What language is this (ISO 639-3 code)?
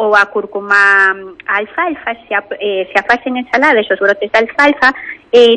glg